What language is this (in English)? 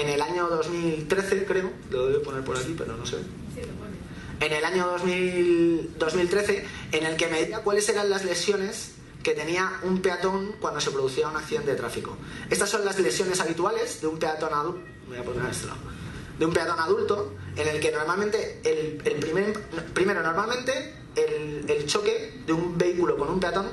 Spanish